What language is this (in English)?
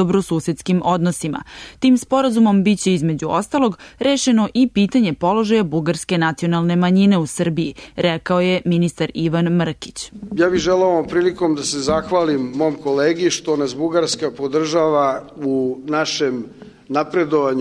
Serbian